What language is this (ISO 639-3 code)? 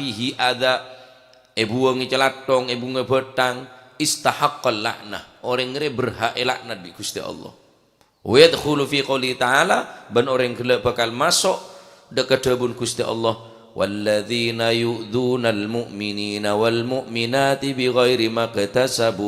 mad